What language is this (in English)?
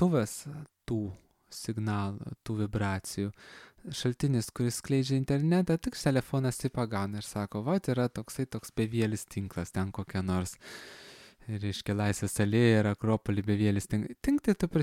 Lithuanian